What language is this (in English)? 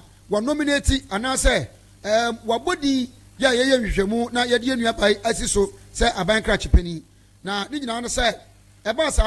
Akan